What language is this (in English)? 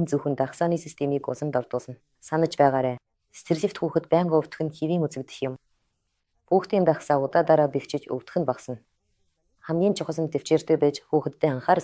Mongolian